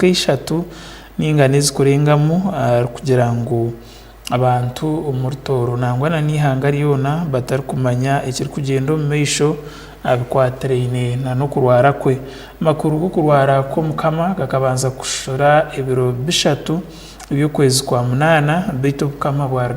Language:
Tooro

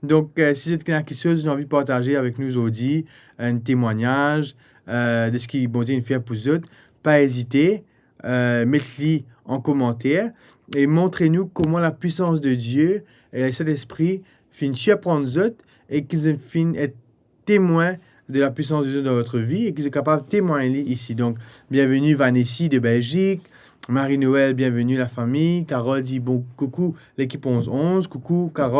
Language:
Morisyen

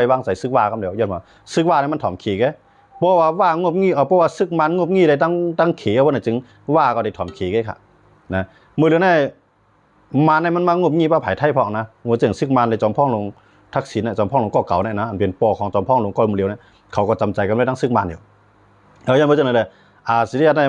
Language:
Shan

